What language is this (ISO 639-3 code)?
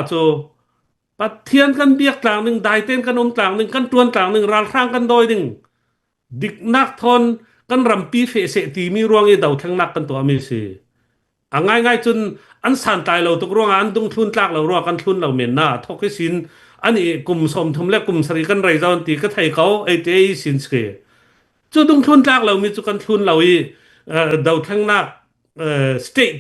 cnh